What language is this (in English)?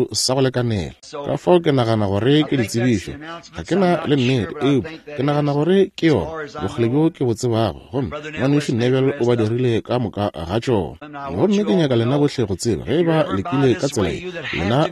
Northern Sotho